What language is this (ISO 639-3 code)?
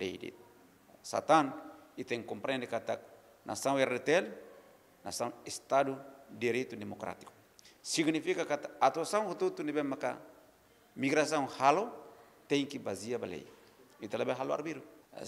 tet